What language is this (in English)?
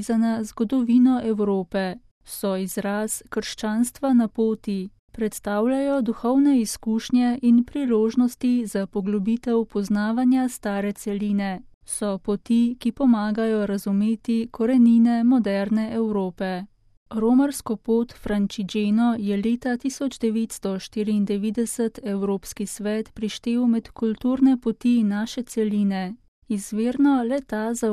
Slovenian